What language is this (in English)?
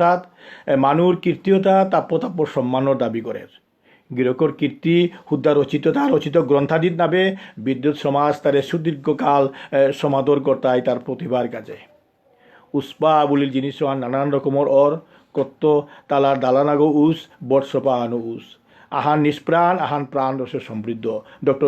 Bishnupriya